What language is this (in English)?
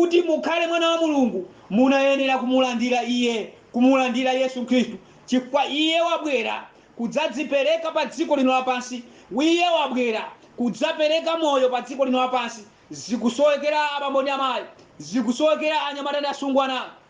Nyanja